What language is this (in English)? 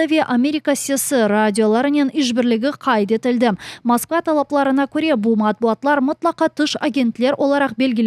Crimean Tatar